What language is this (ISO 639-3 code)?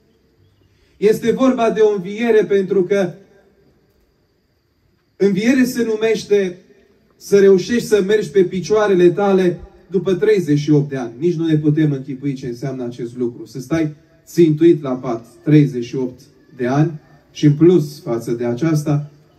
ron